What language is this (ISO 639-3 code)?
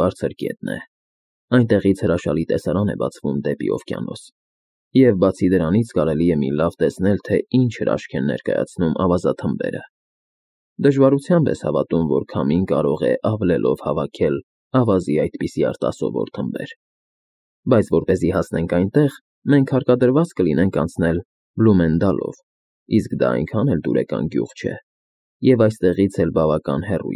hye